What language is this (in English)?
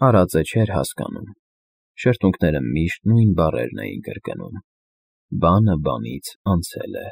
Armenian